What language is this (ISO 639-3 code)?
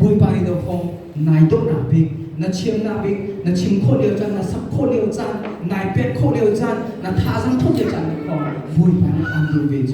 cnh